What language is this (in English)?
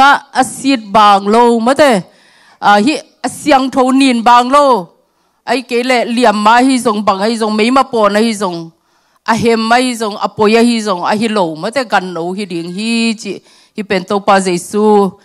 Tedim Chin